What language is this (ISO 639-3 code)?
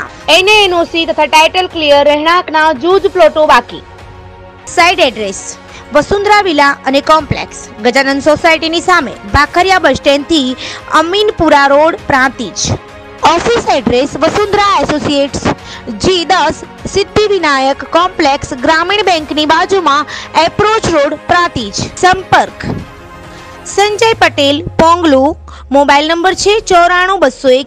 guj